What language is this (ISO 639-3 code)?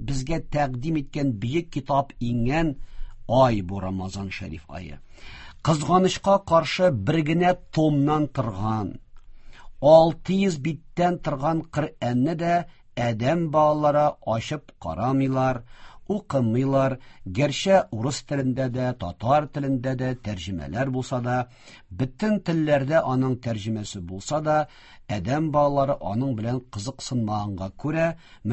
tat